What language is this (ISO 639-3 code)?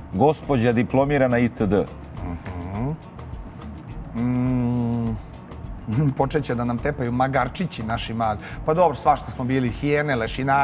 srp